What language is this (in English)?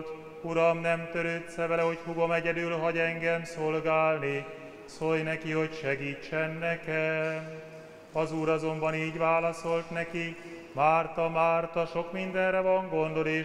Hungarian